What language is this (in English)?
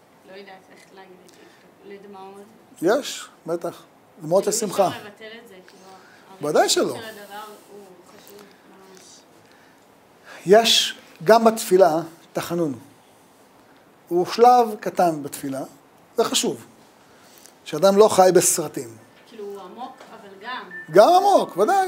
Hebrew